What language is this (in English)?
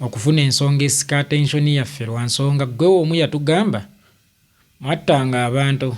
Ganda